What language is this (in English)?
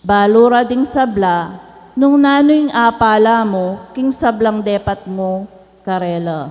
Pampanga